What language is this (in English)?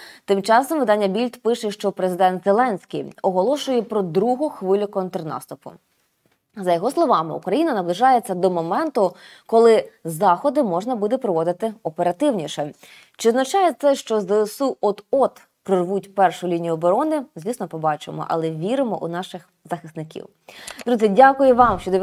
Ukrainian